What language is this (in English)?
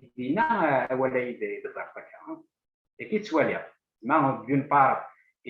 Kabyle